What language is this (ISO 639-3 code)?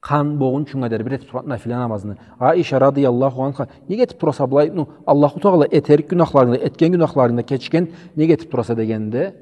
krc